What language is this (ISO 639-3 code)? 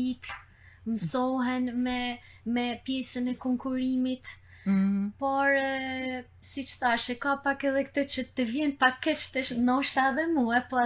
sqi